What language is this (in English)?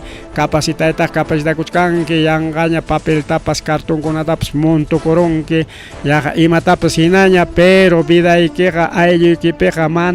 Ayacucho Quechua